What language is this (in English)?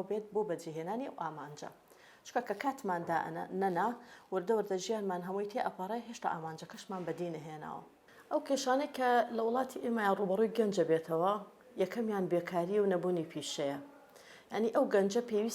Central Kurdish